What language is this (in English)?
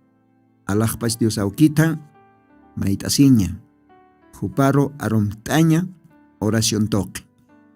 Aymara